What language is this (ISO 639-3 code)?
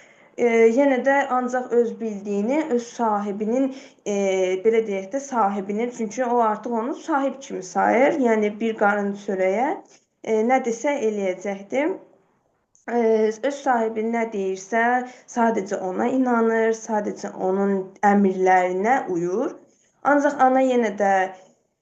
aze